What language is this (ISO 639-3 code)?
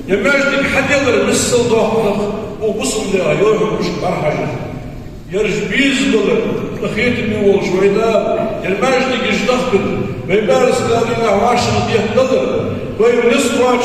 inh